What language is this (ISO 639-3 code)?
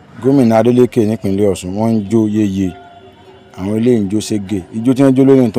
yor